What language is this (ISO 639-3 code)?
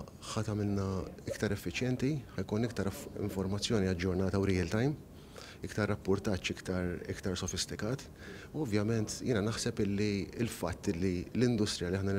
mlt